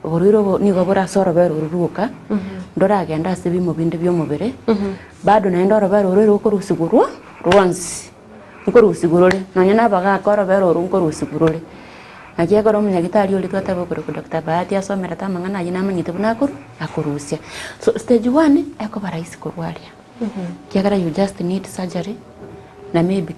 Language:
Gusii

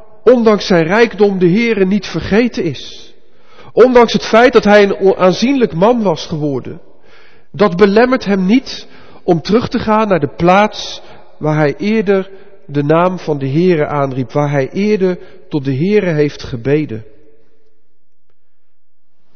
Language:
Dutch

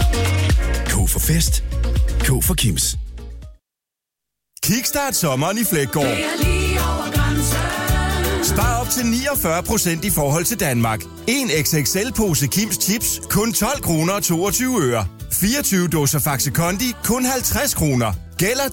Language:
Danish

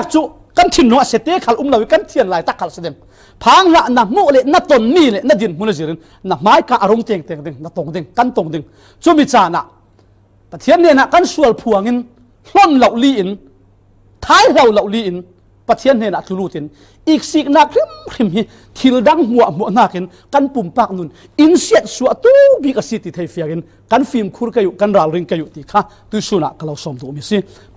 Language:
Falam Chin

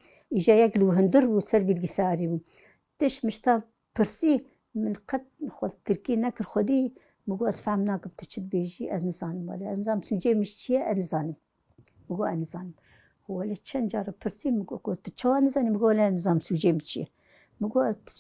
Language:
Kurdish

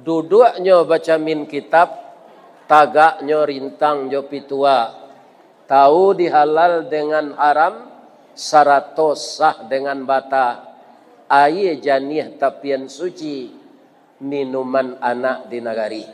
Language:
Minangkabau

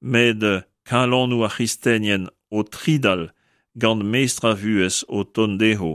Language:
Breton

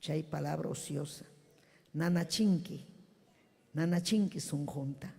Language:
Ayacucho Quechua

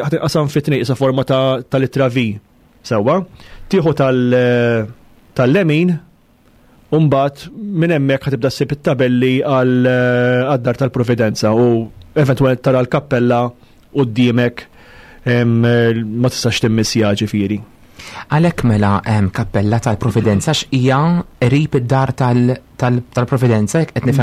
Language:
Maltese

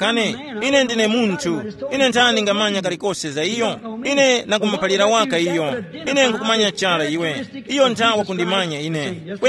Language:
Tumbuka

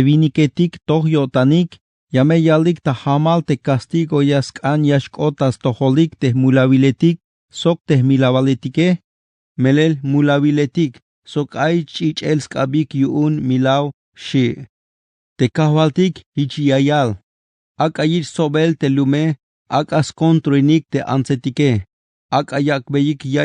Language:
Tzeltal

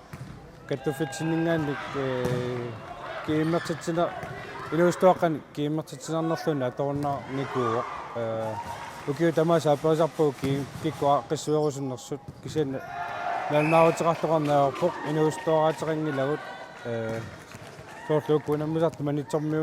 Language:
Kalaallisut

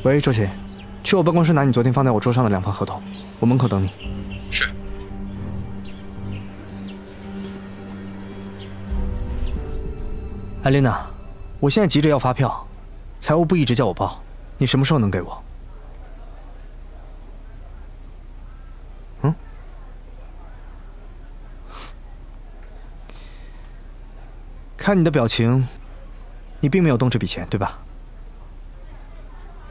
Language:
Chinese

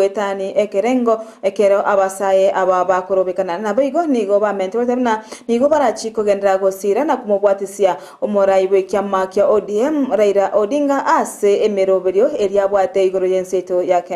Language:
Gusii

